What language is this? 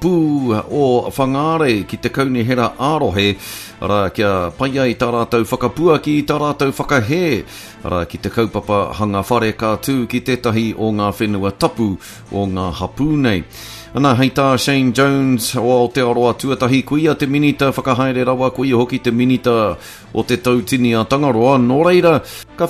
Māori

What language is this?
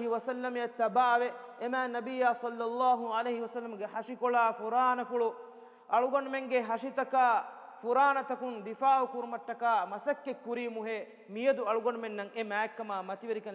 Divehi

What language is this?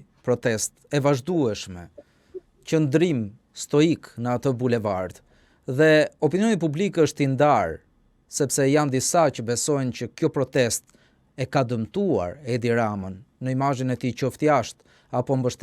Albanian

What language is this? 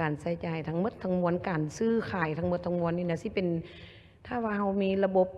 Lao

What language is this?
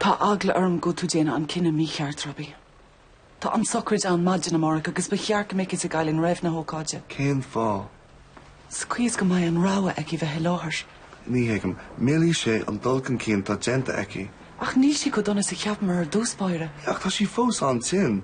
Irish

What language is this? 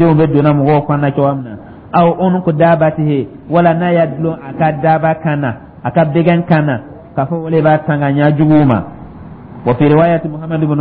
Dyula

